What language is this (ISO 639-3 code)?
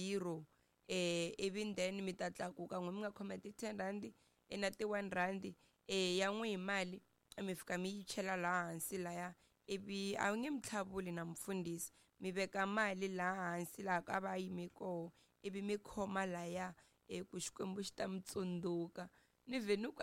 tso